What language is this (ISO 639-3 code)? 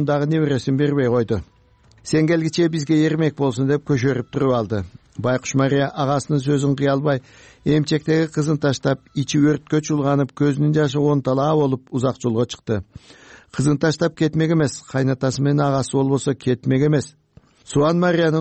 kir